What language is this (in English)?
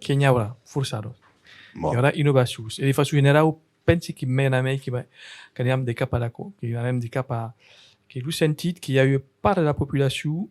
Occitan